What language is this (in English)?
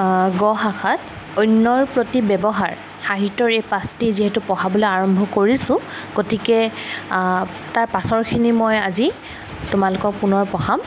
Assamese